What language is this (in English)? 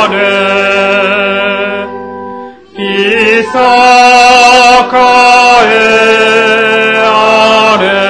Japanese